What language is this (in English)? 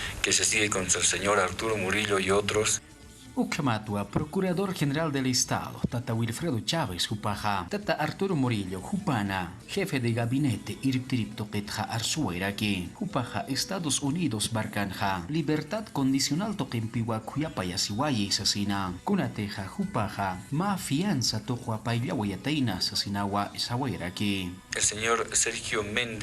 Aymara